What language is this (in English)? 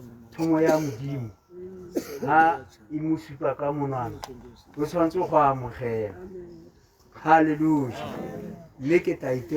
Tswana